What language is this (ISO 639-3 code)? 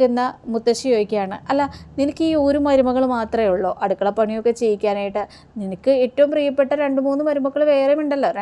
mal